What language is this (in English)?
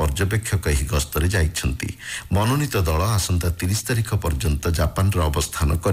Odia